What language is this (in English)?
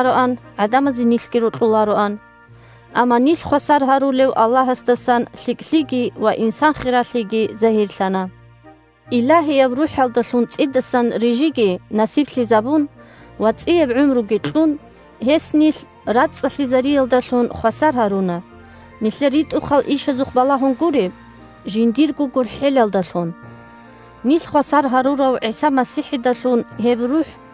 Avaric